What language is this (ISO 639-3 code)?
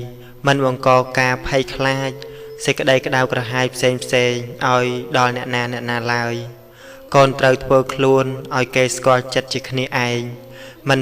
khm